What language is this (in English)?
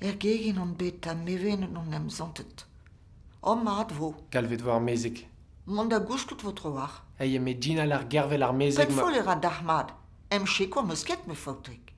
Breton